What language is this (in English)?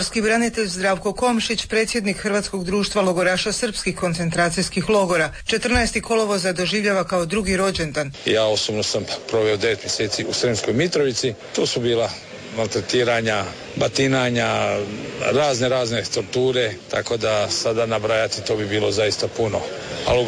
Croatian